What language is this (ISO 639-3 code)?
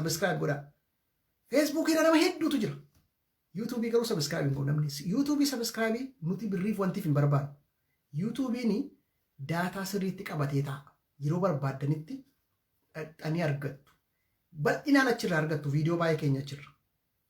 orm